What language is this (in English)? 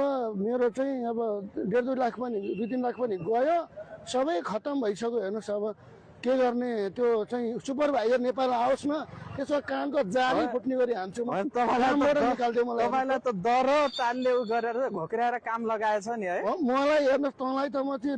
Nepali